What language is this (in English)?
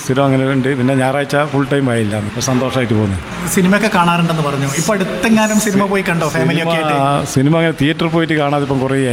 Malayalam